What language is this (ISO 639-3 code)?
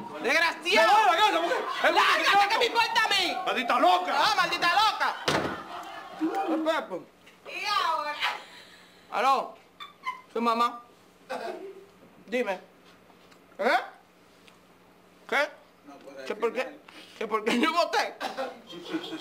spa